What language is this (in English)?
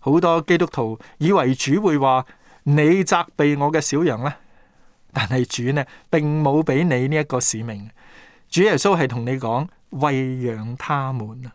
Cantonese